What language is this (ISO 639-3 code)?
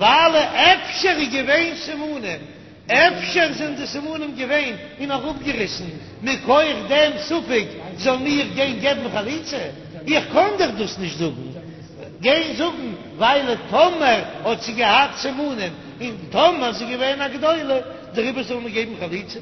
yid